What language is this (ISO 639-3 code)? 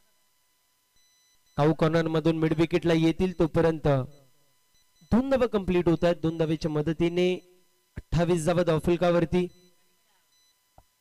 mar